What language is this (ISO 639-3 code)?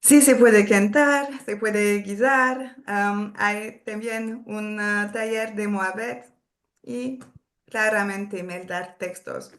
lad